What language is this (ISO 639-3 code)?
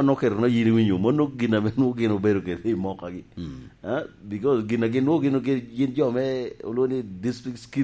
laj